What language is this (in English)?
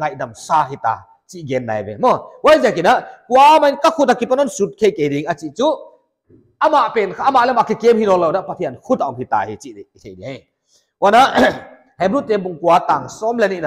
Paite Chin